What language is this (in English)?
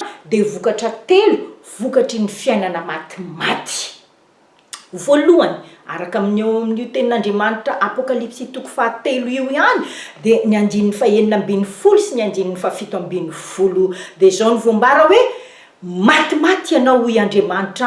Malagasy